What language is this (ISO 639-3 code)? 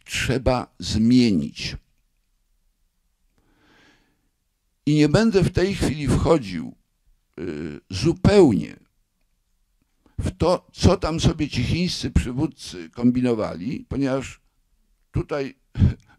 pol